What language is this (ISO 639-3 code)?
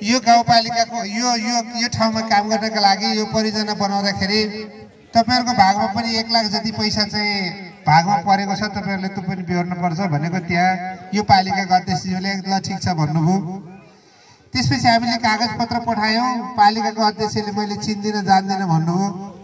nep